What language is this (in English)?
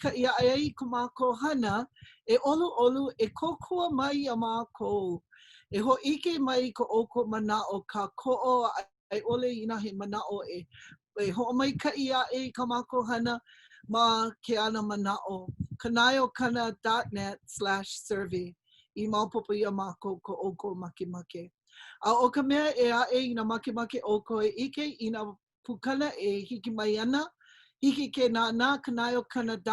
Hawaiian